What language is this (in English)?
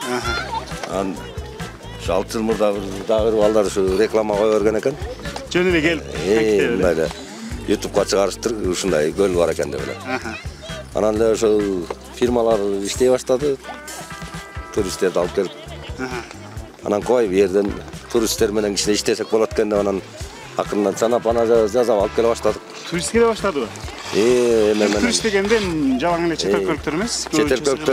Kyrgyz